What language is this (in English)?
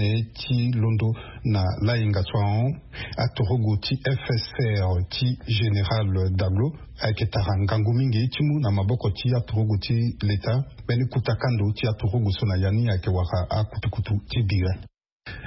Sango